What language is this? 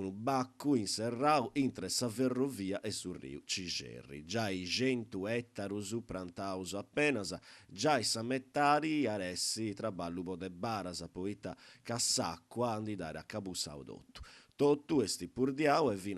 Sardinian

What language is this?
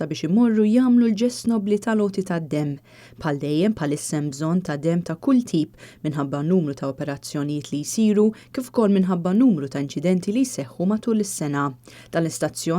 Maltese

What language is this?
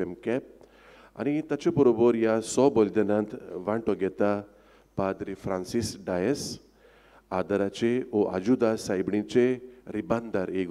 Konkani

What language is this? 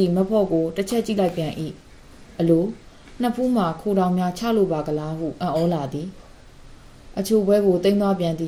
Burmese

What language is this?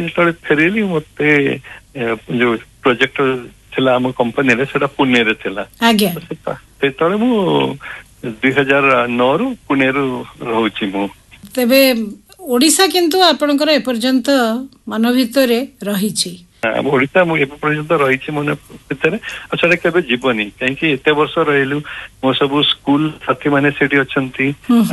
Odia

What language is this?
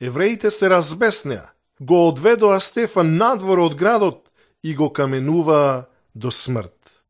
Macedonian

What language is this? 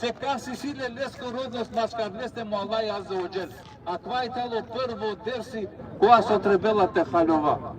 Balkan Romani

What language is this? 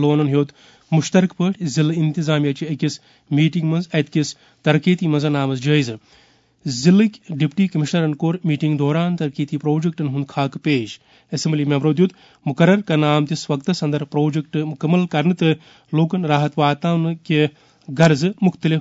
Kashmiri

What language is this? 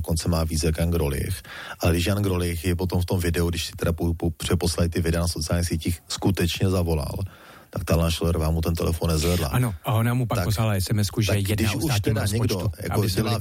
Czech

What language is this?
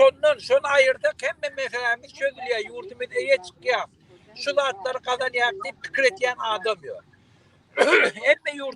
Turkmen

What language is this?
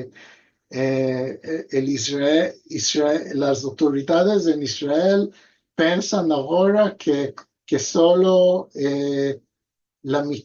Ladino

